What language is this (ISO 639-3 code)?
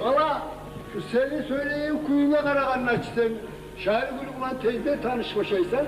kum